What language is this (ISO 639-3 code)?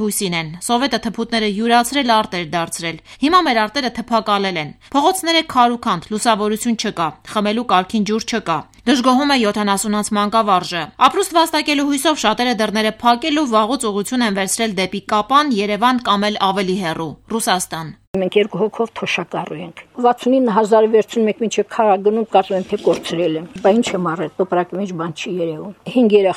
hye